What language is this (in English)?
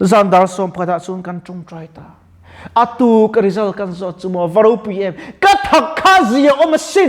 Mizo